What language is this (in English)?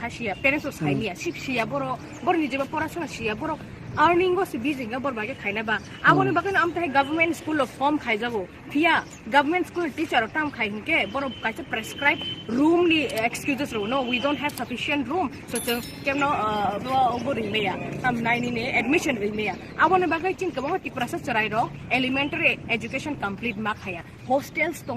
Kok Borok